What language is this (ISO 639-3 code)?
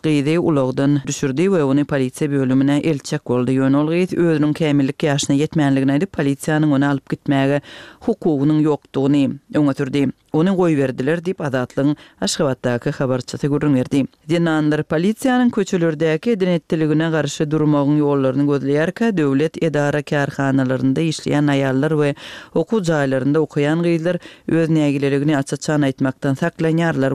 tuk